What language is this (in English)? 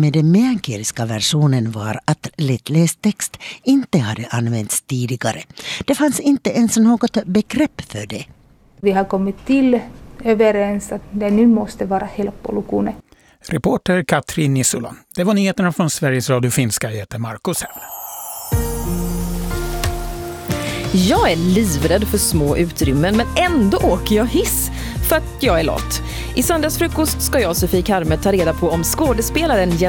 Swedish